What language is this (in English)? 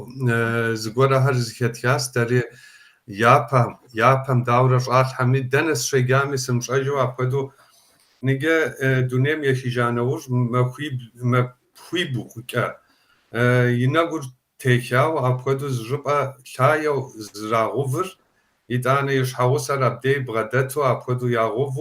Kabardian